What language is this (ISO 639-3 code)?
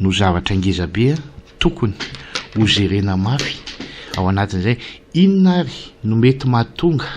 mlg